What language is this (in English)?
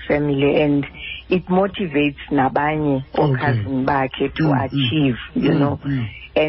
Xhosa